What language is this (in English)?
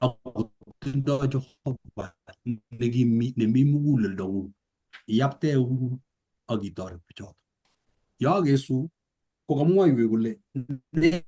Kalenjin